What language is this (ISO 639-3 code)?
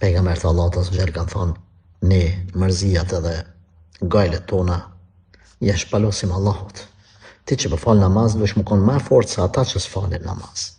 sqi